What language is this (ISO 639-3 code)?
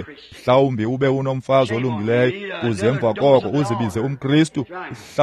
xho